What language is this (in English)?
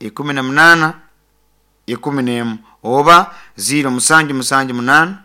Nyankole